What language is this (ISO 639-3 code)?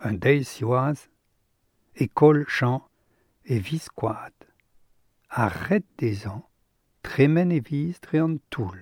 bre